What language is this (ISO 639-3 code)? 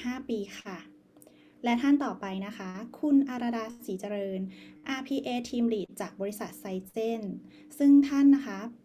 tha